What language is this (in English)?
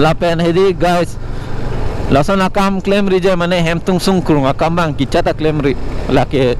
Karbi